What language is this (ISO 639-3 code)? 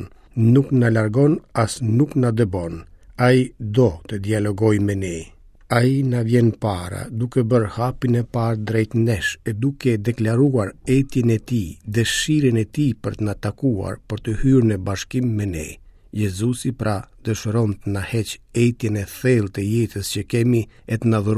sqi